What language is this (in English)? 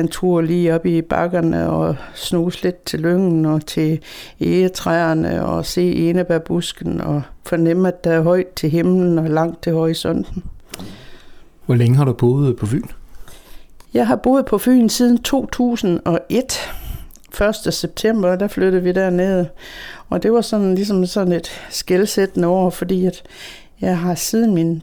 Danish